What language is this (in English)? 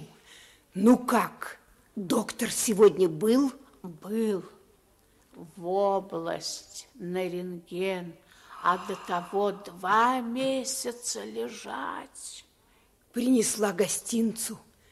Russian